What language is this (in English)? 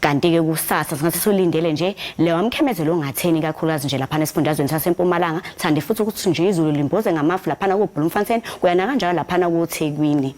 Zulu